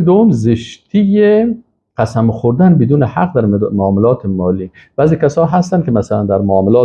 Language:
Persian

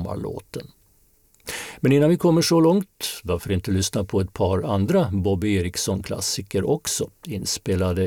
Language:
Swedish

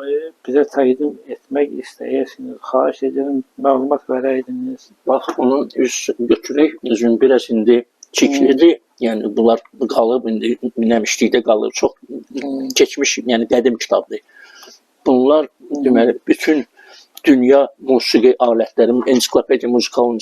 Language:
Azerbaijani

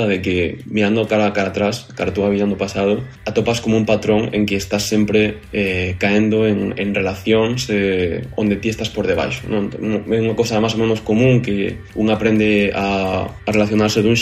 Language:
Galician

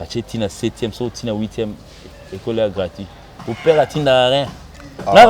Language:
Lingala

